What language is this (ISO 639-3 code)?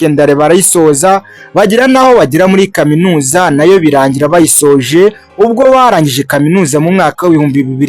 kin